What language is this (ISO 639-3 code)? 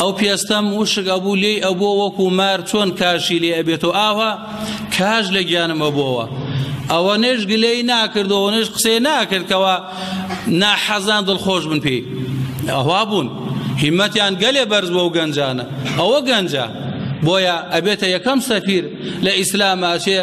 ckb